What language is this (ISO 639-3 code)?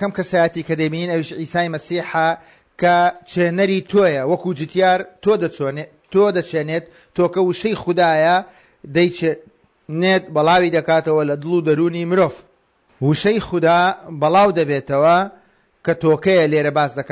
ckb